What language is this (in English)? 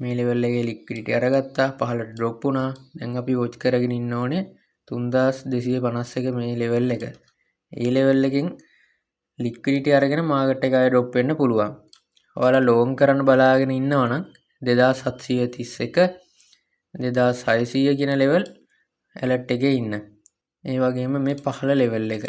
Sinhala